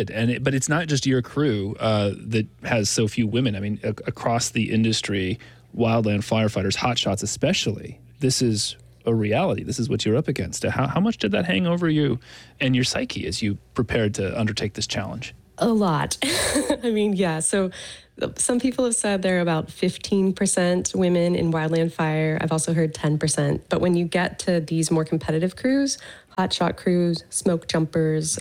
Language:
English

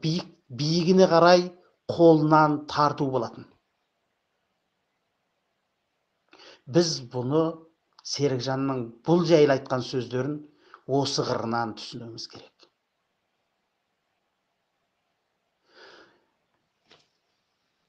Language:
Kazakh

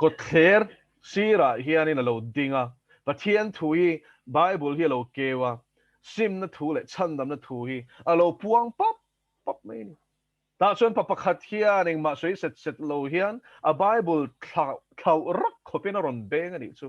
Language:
Mizo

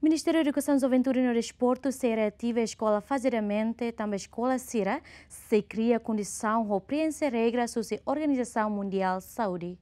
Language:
Tetum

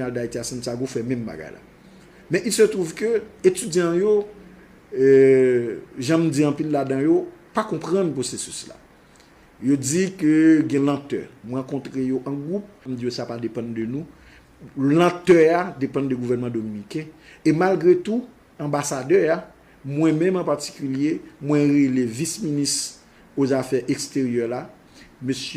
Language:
Haitian Creole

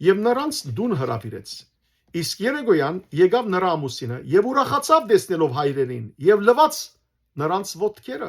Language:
Western Armenian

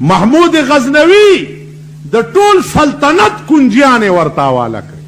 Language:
Pashto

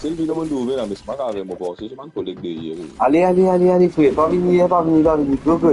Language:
Morisyen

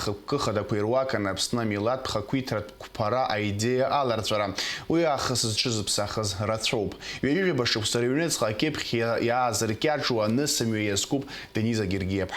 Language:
Abkhazian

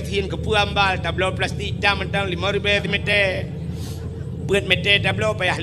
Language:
Achinese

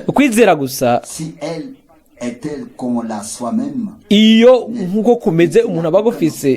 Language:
Rundi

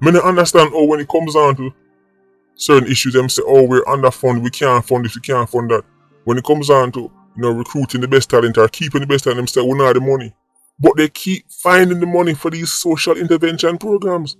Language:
Jamaican Creole English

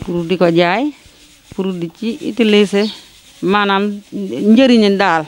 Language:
Wolof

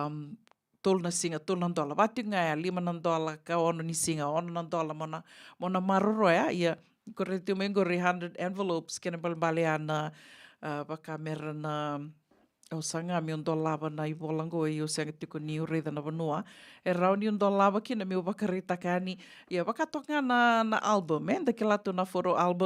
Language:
Fijian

